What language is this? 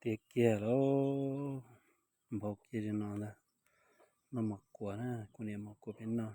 Hmong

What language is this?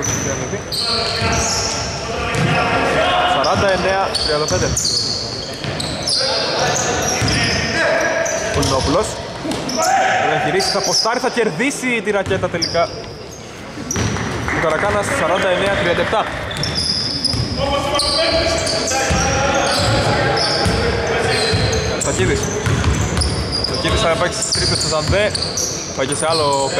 Greek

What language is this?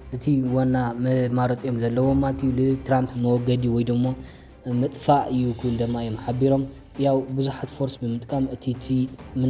Tigrinya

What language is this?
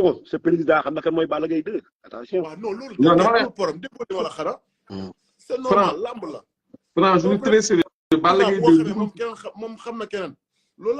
Wolof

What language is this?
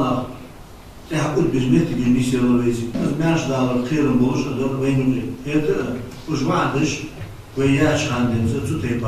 Ingush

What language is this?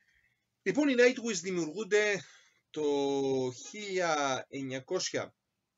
Greek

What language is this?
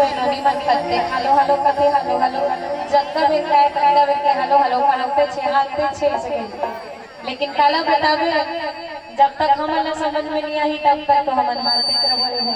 Chhattisgarhi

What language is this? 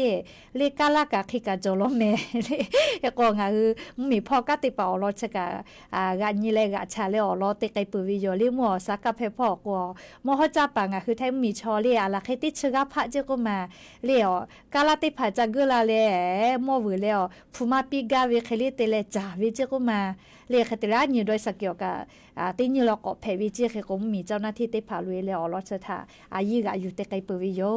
Lahu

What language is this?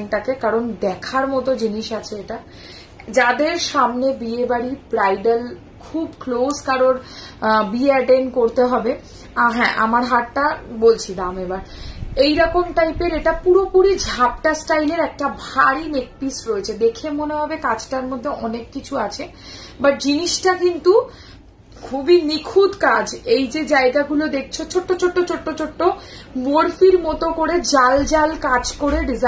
Bangla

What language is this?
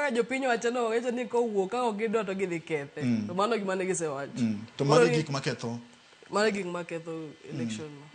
Luo (Kenya and Tanzania)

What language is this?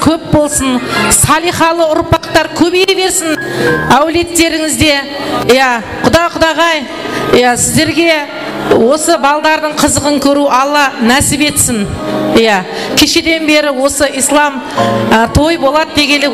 Kara-Kalpak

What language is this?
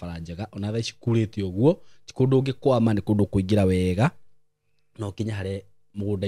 Kikuyu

